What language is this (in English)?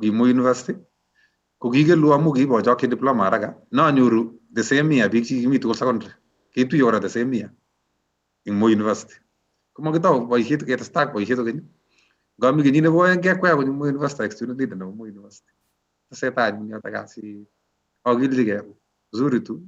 Kalenjin